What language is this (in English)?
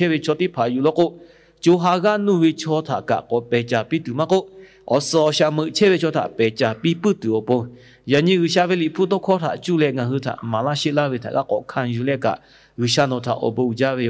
Lahu